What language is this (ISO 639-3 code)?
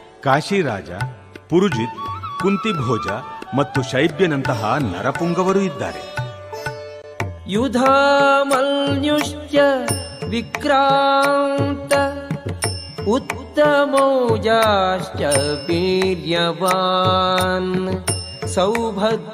kan